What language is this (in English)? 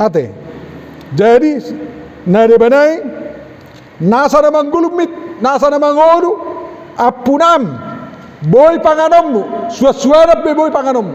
Batak Toba